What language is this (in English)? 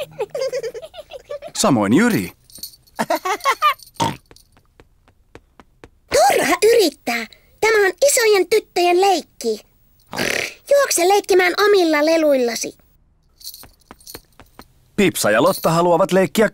Finnish